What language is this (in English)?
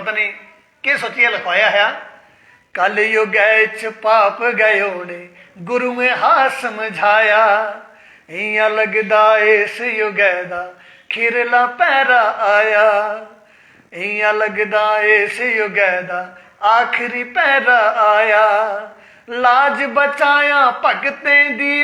Dogri